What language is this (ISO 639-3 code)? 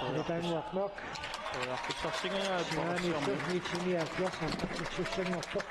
kal